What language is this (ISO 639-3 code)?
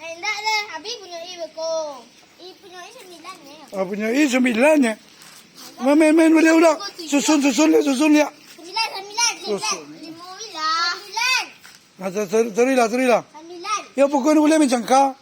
min